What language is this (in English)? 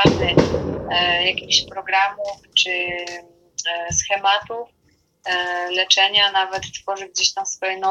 Polish